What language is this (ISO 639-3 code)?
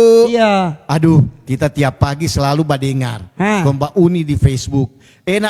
xmm